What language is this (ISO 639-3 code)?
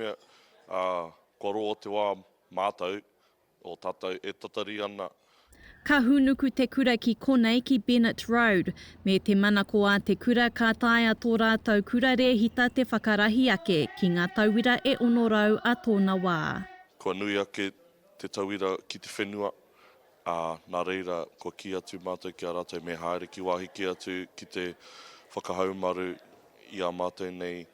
mri